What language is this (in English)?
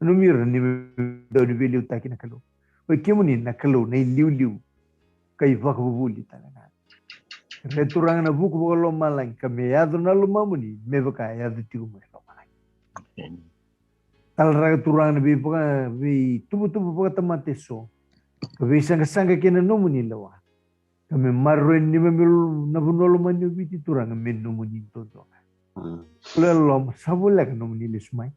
Fijian